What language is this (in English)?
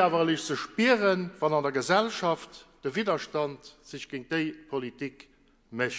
Luxembourgish